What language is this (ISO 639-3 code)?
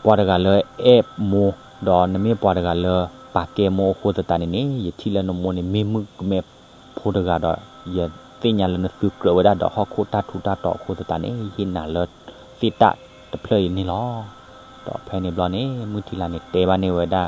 ksw